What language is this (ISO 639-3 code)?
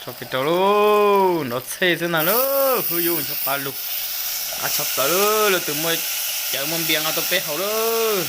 hmn